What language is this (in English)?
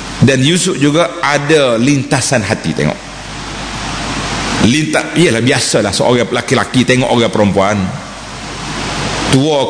Malay